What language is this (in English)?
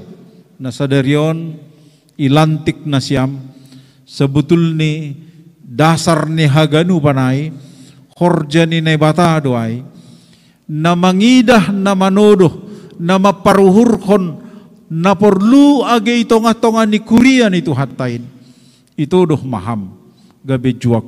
Batak Simalungun